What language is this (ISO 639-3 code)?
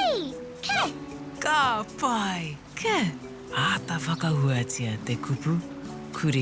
mri